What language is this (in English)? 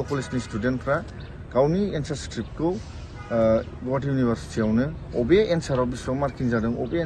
Bodo